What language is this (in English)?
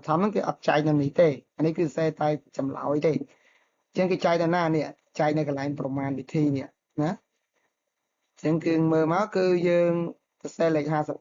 Khmer